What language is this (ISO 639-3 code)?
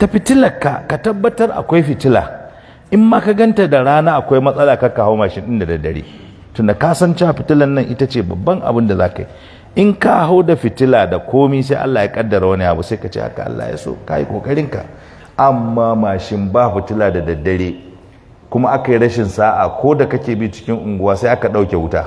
hau